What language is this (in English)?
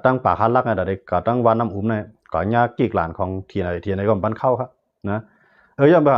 Shan